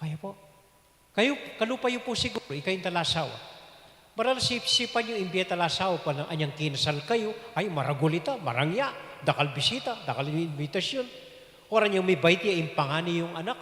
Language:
Pampanga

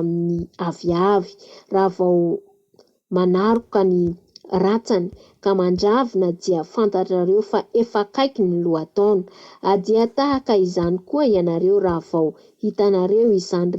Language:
Malagasy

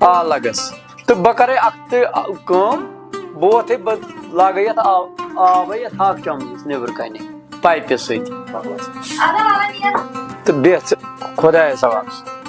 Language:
Kashmiri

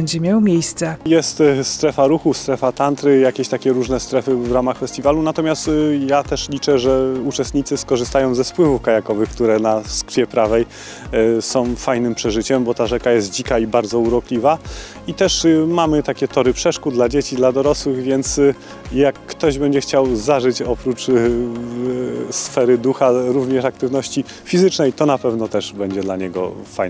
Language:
Polish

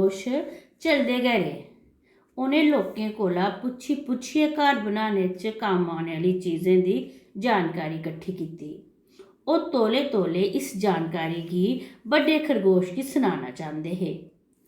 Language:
Dogri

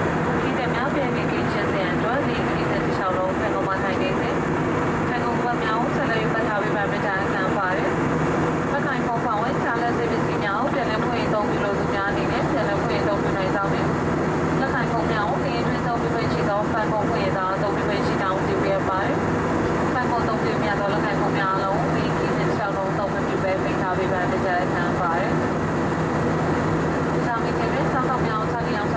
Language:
English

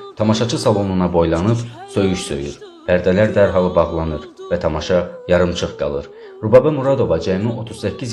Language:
South Azerbaijani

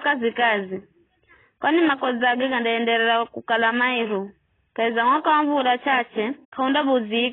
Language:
Giryama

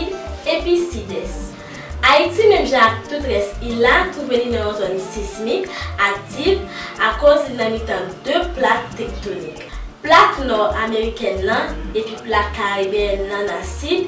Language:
Haitian Creole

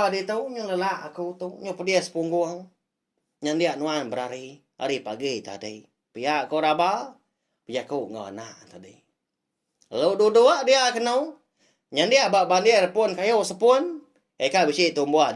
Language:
Iban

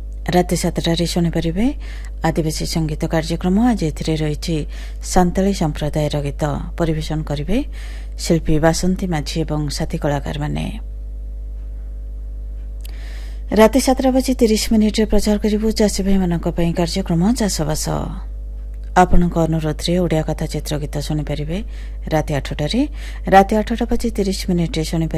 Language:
Odia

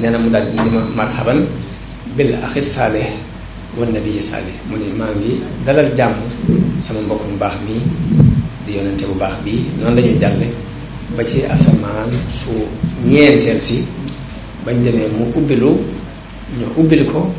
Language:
Wolof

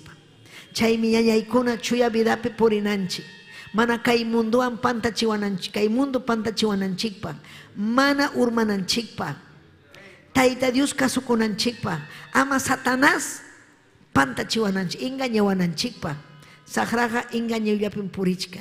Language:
Ayacucho Quechua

